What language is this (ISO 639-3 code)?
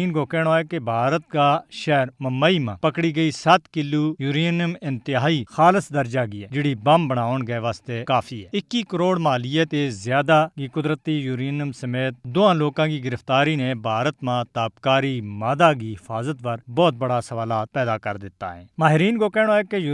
gju